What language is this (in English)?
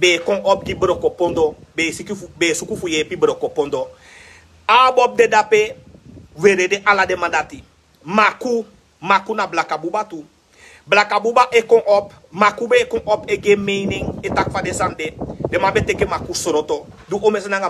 Sranan Tongo